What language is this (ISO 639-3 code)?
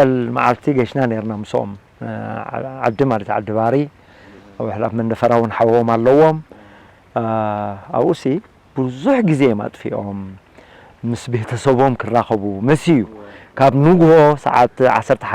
tir